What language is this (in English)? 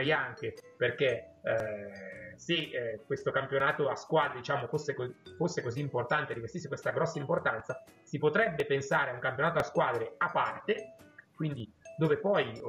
Italian